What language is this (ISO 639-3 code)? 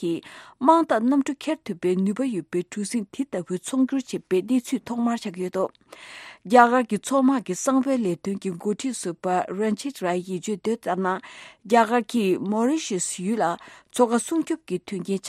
bod